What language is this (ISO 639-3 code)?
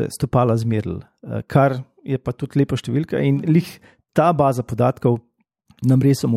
slv